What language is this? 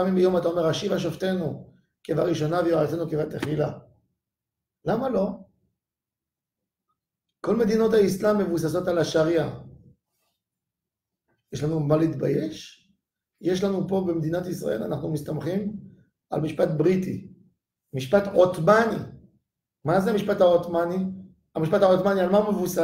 Hebrew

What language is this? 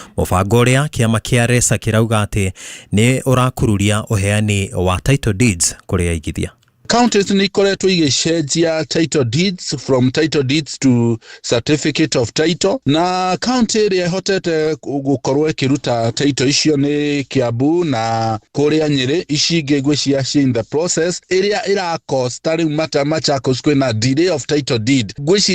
Kikuyu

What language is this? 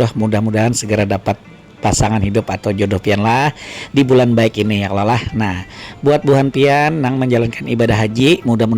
Banjar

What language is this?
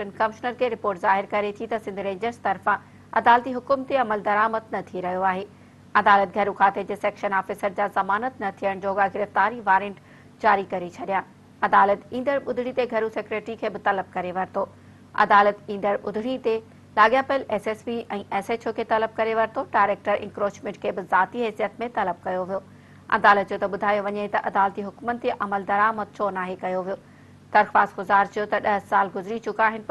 Sindhi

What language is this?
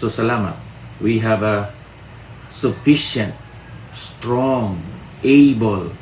Hiligaynon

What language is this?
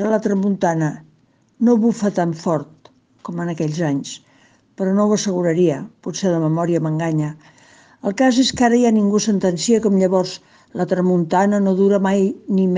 Catalan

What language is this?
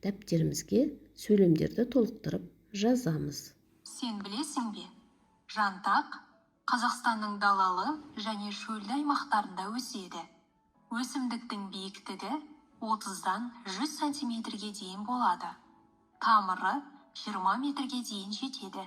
Kazakh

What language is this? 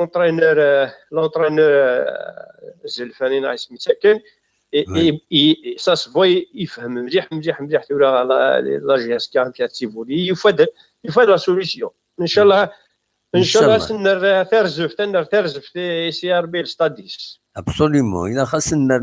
Kabyle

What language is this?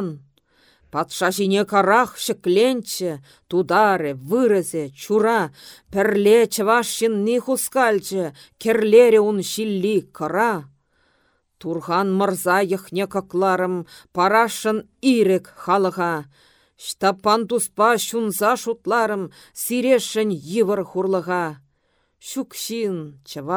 Chuvash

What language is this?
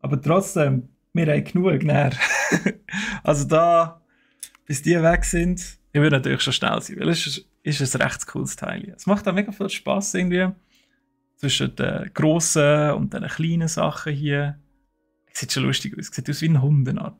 Swiss German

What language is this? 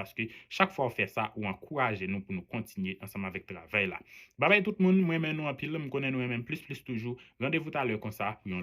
Haitian Creole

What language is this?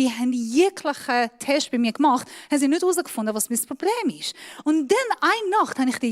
Swiss German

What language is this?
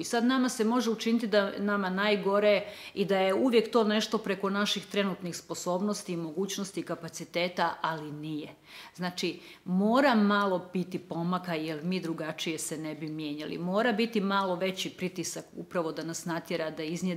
Croatian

